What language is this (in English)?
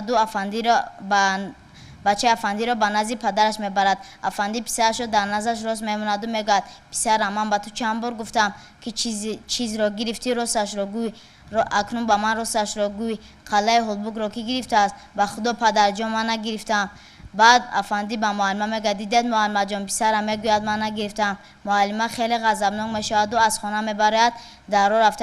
Tajik